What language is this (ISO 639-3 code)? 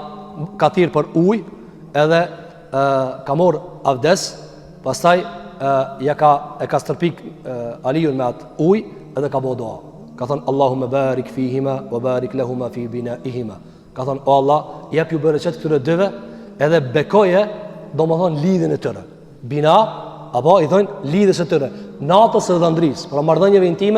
sqi